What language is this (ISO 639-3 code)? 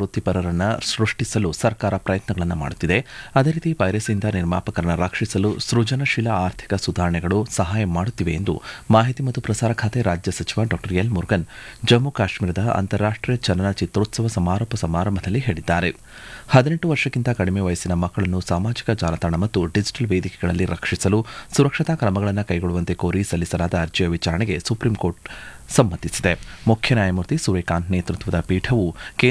kan